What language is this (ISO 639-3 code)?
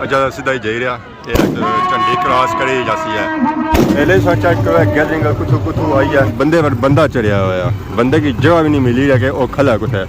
phr